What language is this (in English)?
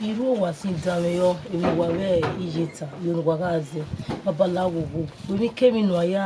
Bini